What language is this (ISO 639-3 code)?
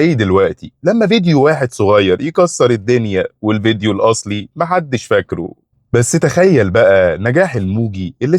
arz